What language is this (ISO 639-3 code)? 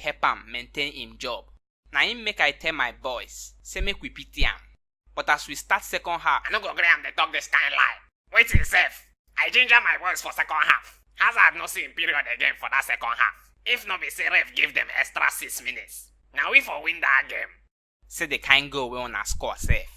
pcm